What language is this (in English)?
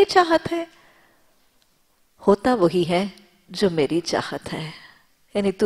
Urdu